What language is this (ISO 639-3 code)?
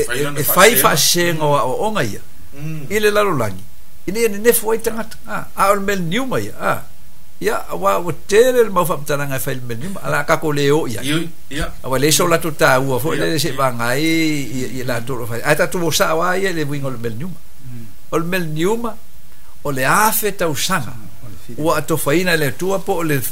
smo